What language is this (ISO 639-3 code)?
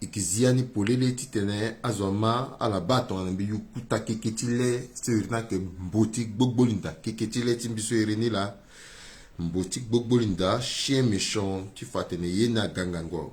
sag